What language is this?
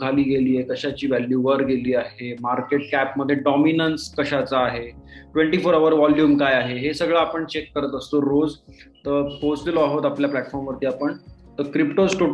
Marathi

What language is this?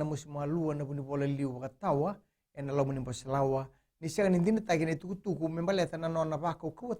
Fijian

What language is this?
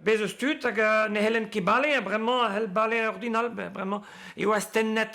Breton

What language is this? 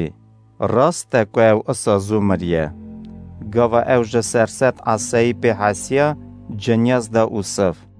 Kurdish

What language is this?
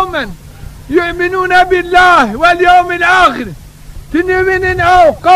Zaza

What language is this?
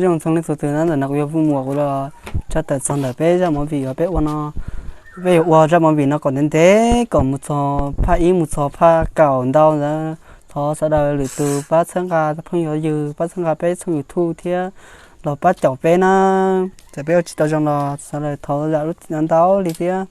Hmong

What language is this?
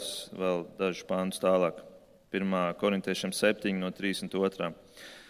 Latvian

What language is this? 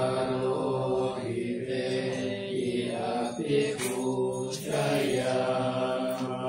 Pali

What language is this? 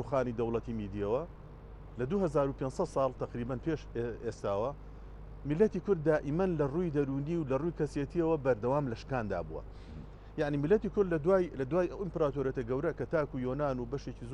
Central Kurdish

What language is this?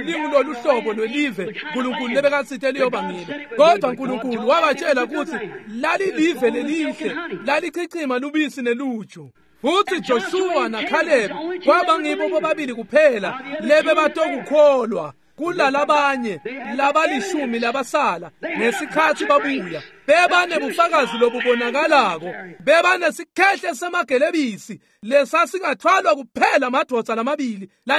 Swati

